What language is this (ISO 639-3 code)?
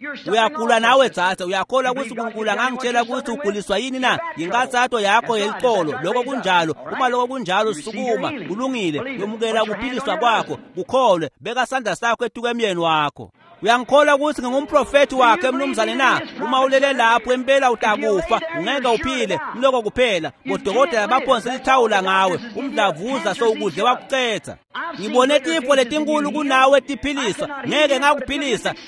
ssw